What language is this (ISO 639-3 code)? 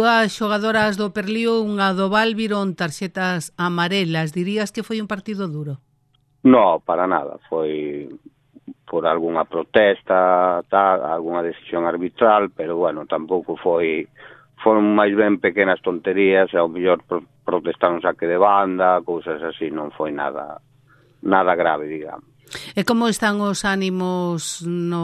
glg